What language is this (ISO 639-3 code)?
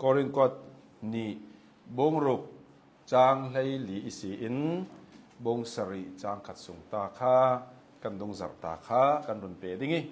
cnh